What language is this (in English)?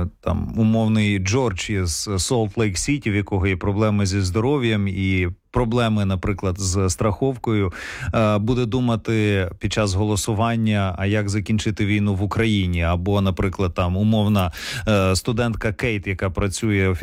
Ukrainian